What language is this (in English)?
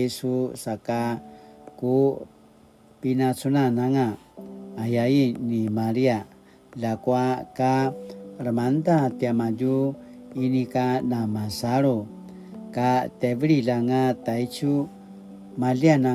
Paiwan